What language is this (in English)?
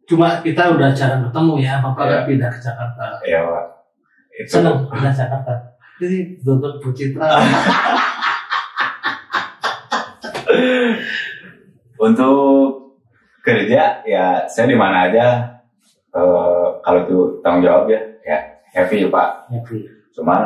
Indonesian